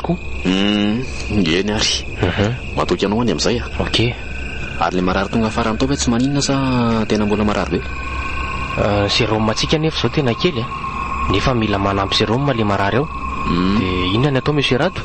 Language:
Malagasy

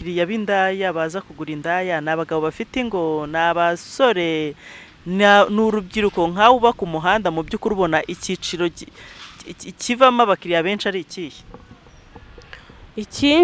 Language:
Kinyarwanda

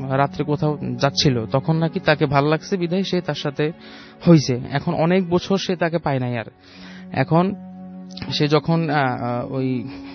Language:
Bangla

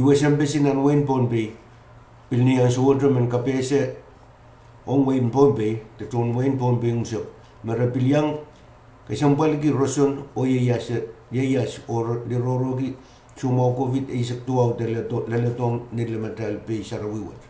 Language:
Pohnpeian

